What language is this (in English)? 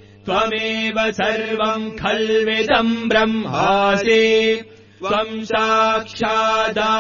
Sanskrit